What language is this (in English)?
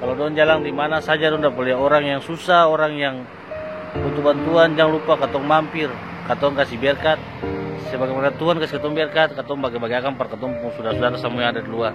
Ambonese Malay